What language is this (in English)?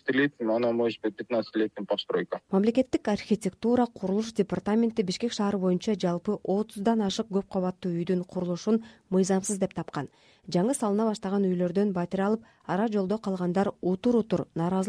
Kyrgyz